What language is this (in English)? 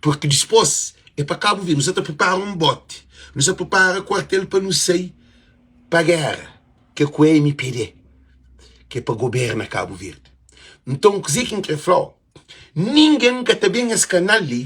Kabuverdianu